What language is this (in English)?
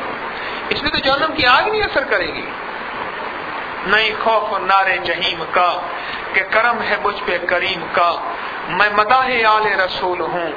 Urdu